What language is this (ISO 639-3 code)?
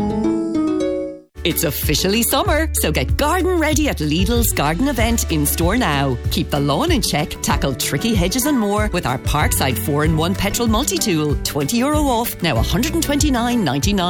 eng